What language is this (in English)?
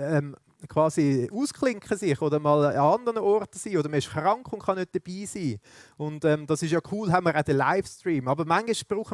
Swiss German